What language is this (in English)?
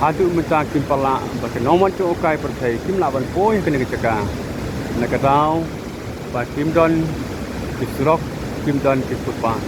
Khasi